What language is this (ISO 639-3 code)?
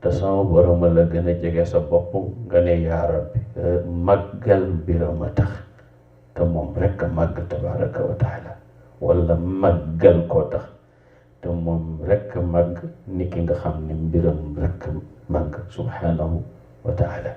wol